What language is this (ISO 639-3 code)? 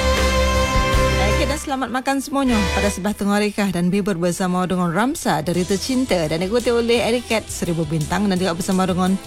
msa